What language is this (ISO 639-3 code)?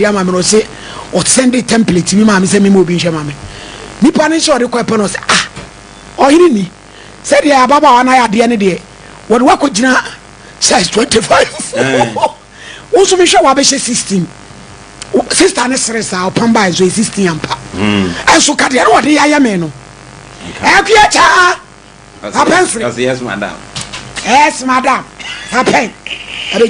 aka